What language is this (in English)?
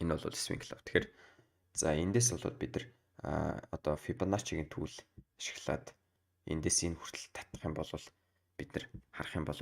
Mongolian